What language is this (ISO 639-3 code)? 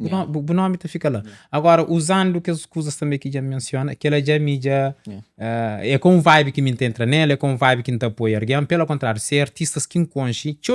kea